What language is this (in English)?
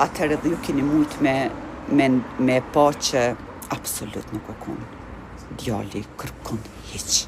Albanian